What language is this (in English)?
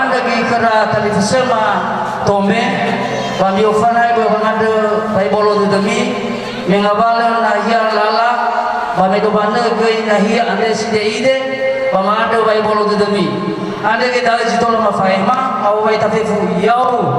Nias